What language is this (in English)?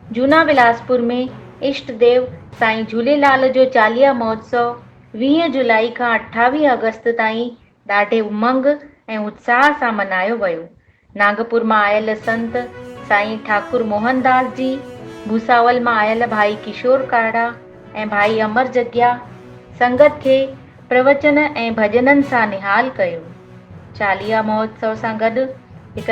Sindhi